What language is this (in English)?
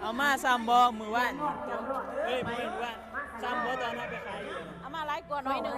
Northeastern Thai